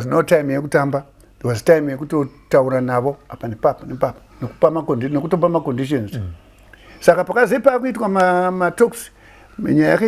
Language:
Shona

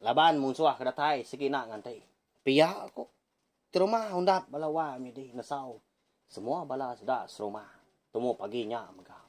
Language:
Iban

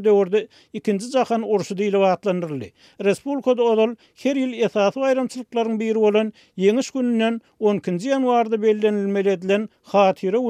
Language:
Turkmen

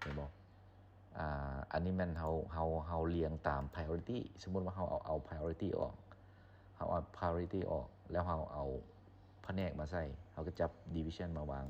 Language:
Lao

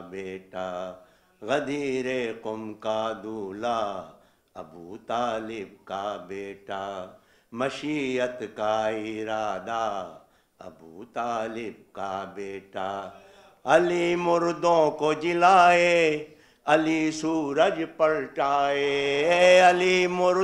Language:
Urdu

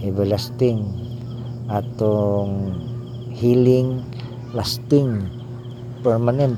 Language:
Cebuano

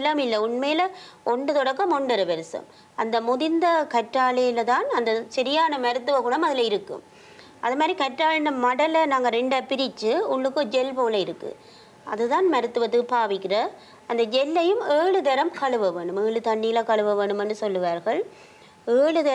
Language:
Tamil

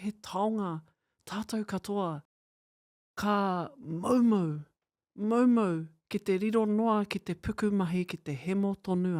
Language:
Māori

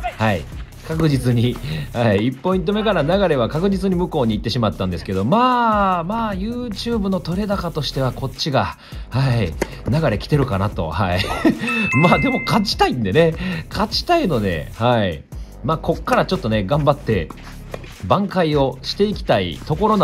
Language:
Japanese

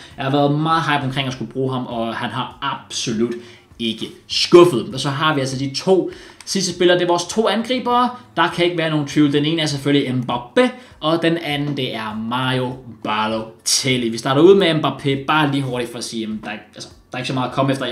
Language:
Danish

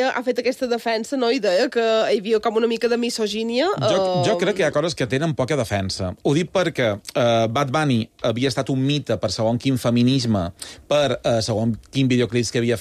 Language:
Catalan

